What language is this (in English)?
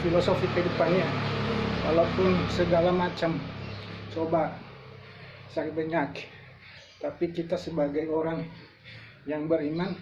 Nias